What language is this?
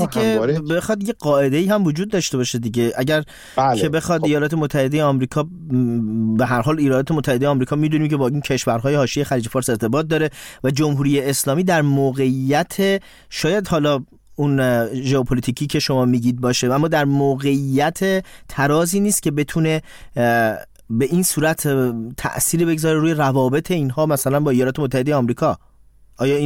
Persian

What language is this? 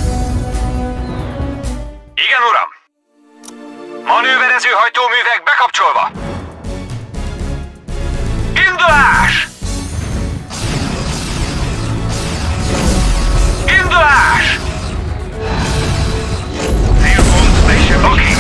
Hungarian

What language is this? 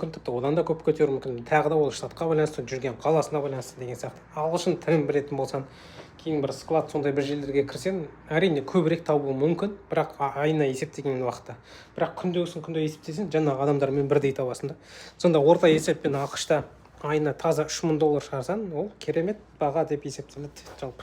Kazakh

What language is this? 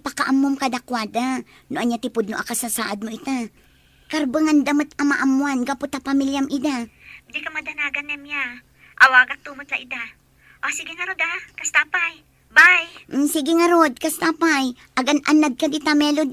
Iloko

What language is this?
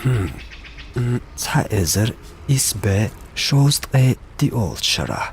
Chechen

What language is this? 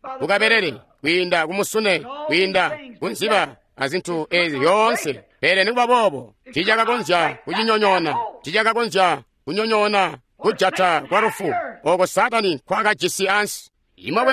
Tonga (Zambia)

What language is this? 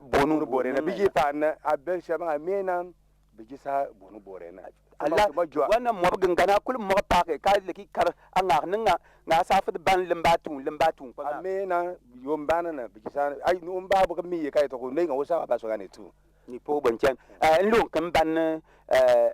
Bimoba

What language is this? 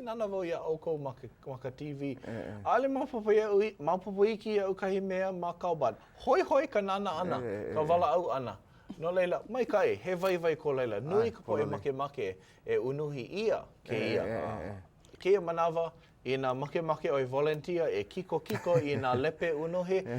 Hawaiian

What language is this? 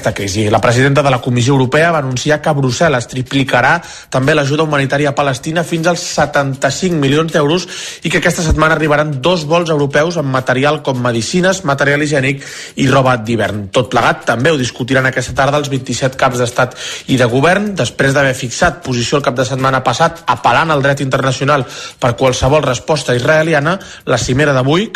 Catalan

